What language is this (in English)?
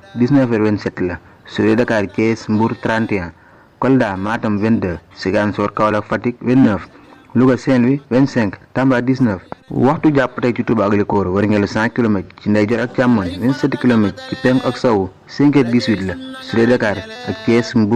Wolof